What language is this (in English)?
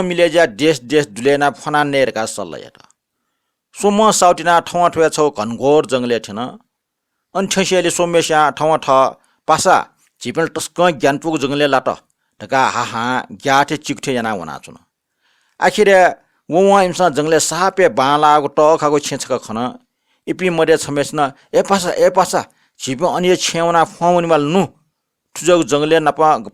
Newari